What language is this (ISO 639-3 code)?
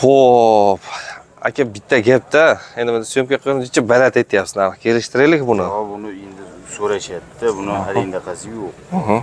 uzb